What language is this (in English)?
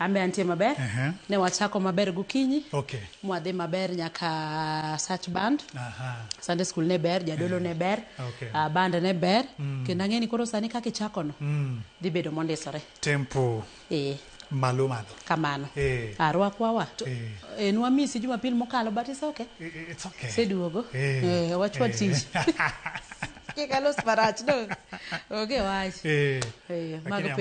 Luo (Kenya and Tanzania)